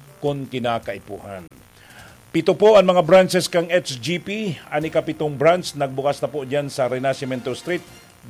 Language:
Bikol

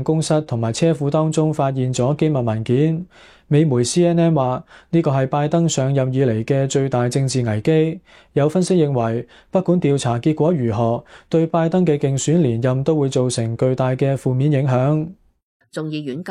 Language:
Cantonese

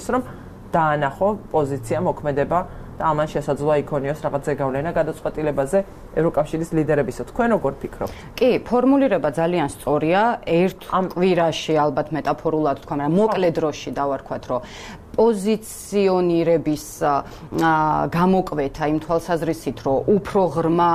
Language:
Georgian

